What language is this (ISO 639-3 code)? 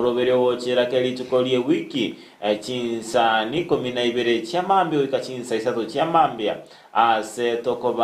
guz